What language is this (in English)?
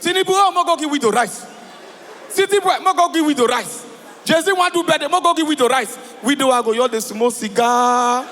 Nigerian Pidgin